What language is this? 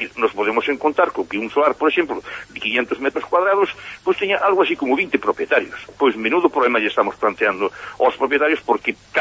Galician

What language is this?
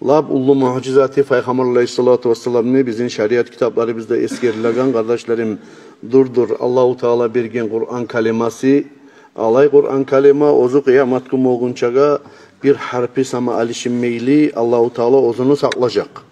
Kumyk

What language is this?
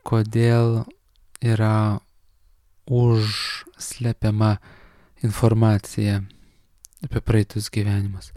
Lithuanian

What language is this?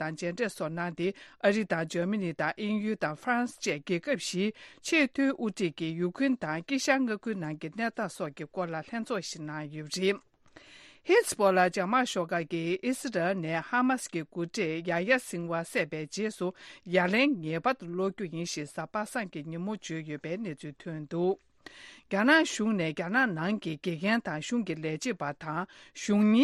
Tibetan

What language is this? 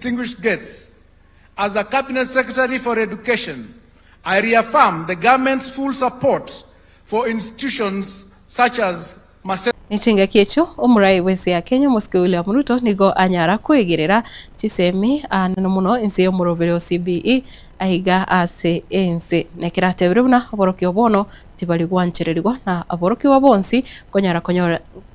Gusii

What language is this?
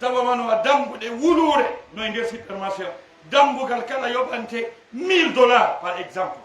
Fula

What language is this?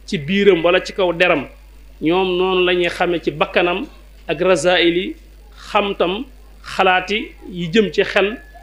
Wolof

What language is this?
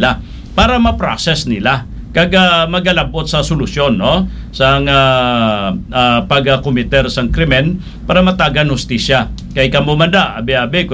Hiligaynon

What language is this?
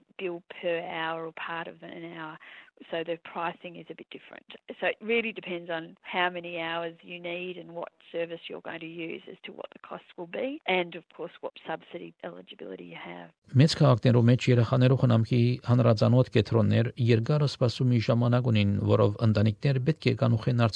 Armenian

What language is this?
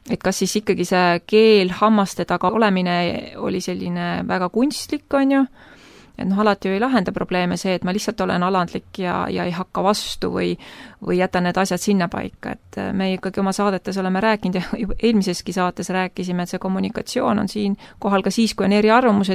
Estonian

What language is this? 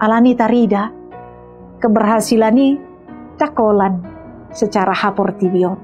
Batak Toba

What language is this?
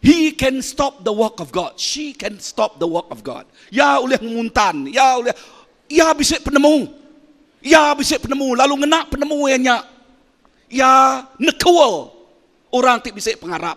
Iban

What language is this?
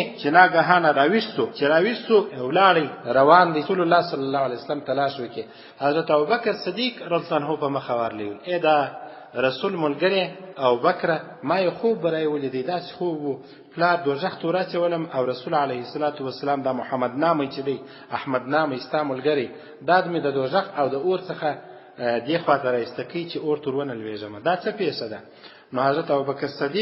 Pashto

